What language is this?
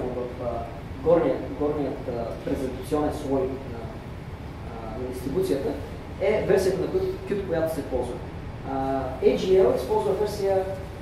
Bulgarian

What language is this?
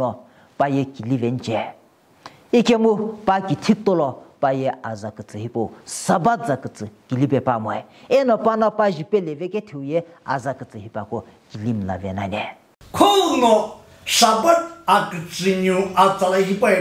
Sumi Naga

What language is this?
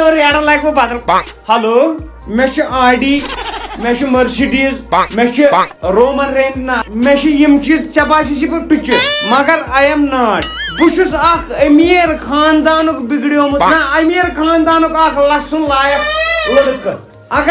Kashmiri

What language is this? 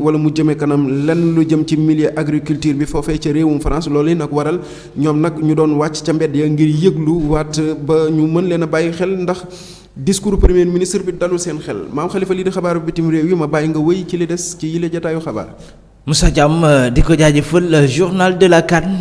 Wolof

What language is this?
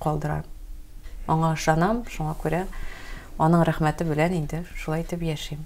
Tatar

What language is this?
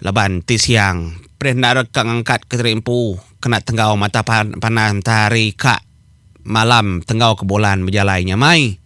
Iban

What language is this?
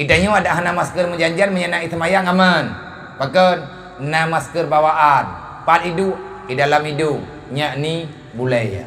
Achinese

